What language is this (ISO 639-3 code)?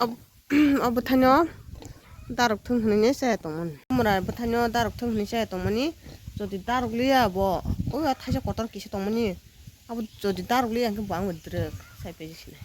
trp